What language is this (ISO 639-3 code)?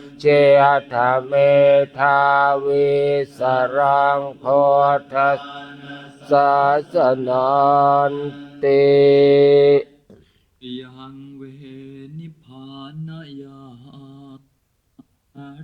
pli